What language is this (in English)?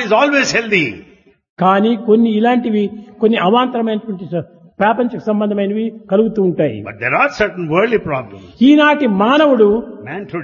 Telugu